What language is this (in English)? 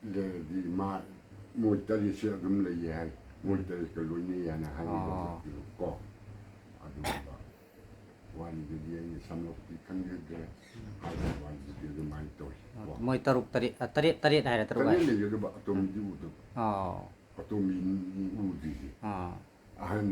Manipuri